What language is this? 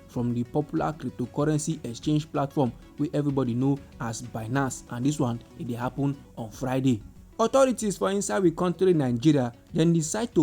Nigerian Pidgin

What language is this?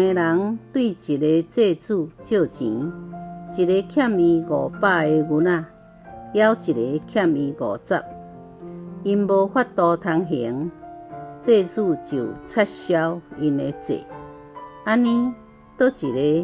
Min Nan Chinese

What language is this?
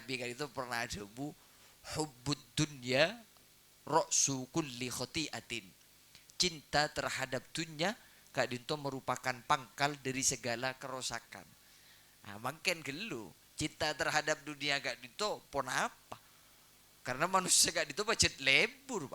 Madurese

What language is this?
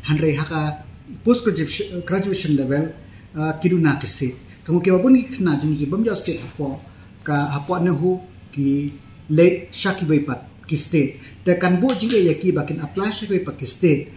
Khasi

